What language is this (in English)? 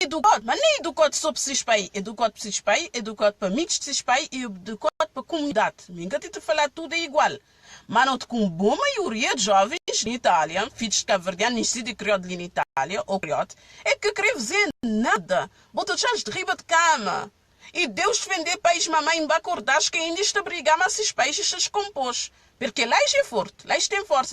Kabuverdianu